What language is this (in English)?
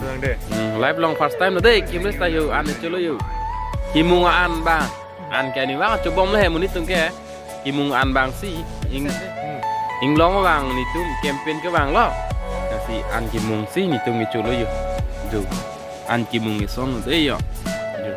Karbi